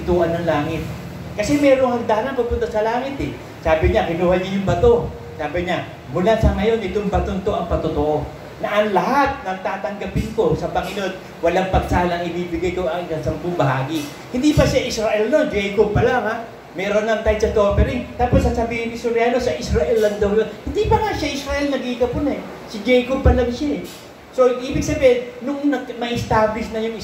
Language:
Filipino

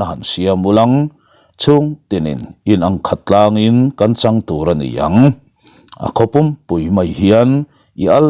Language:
Mizo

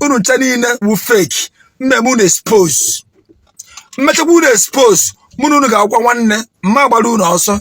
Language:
Igbo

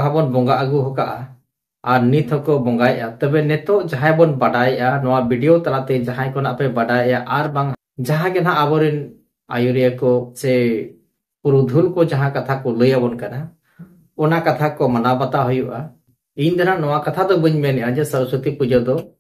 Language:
Santali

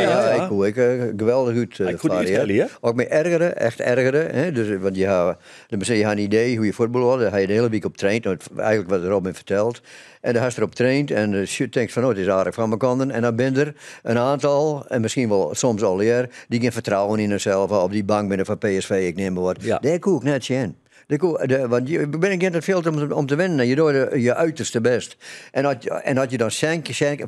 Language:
Western Frisian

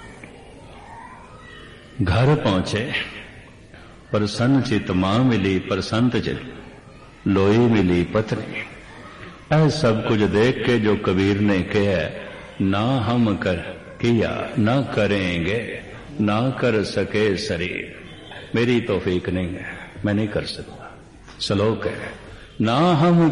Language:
Punjabi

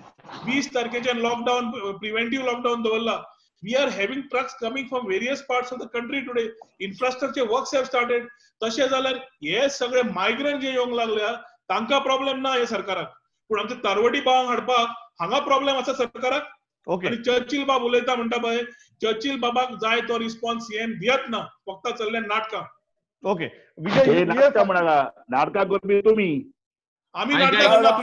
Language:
Konkani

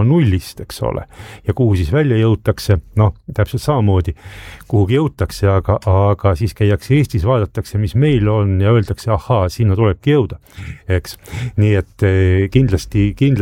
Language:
Estonian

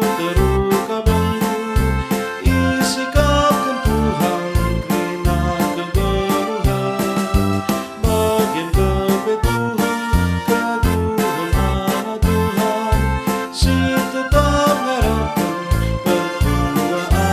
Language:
Batak Karo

